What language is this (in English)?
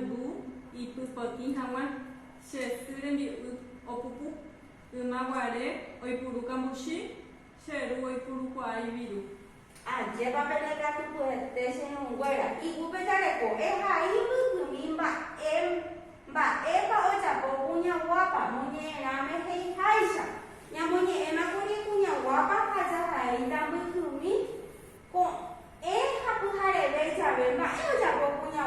Guarani